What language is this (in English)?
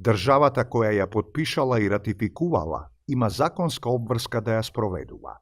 Macedonian